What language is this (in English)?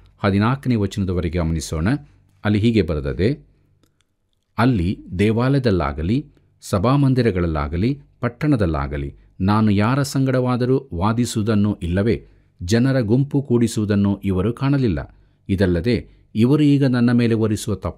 Kannada